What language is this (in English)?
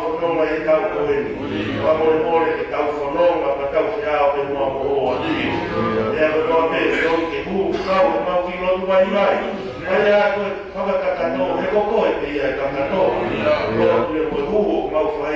Tongan